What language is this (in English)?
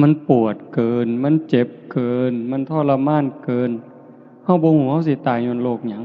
Northeastern Thai